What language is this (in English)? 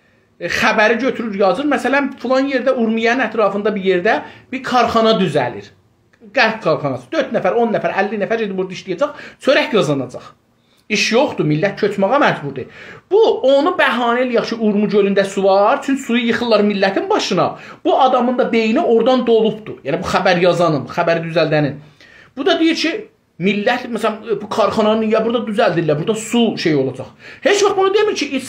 South Azerbaijani